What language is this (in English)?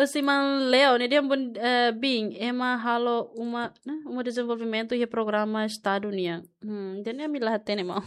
Tetum